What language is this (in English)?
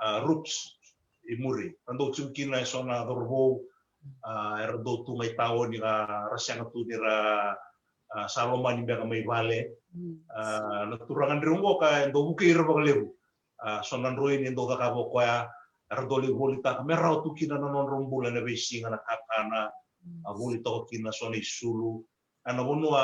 Fijian